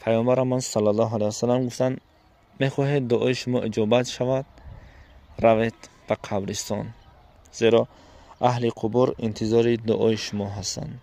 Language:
Tajik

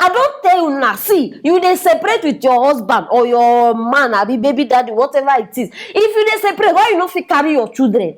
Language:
Nigerian Pidgin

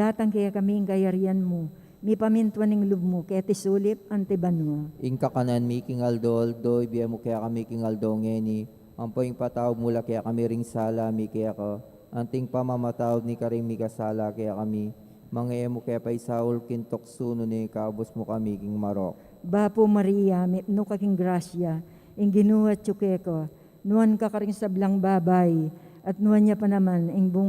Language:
Pampanga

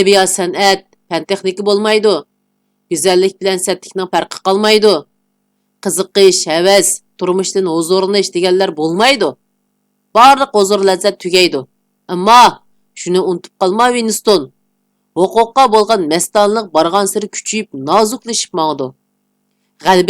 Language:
Uyghur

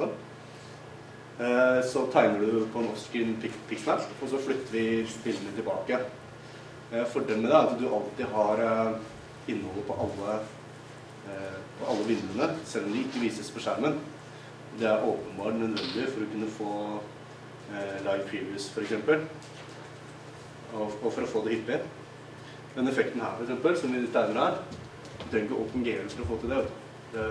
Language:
Norwegian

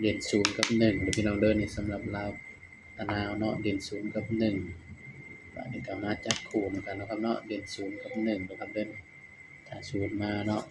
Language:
Northeastern Thai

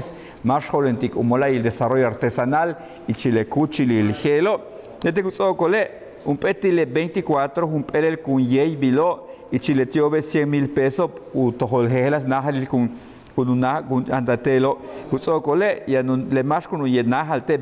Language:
Yucateco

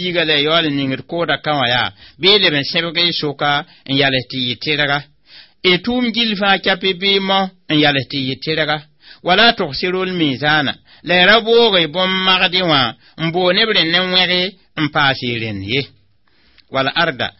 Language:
Mossi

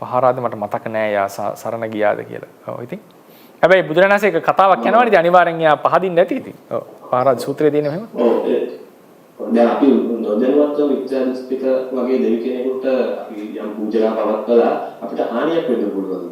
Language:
Sinhala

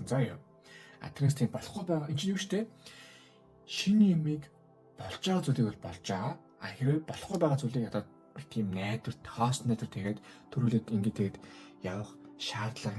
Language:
Mongolian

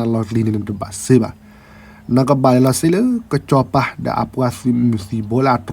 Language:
S'gaw Karen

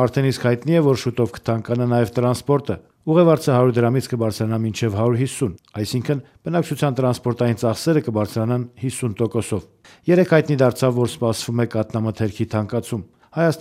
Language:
Armenian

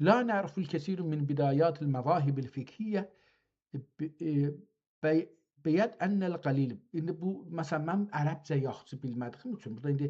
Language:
South Azerbaijani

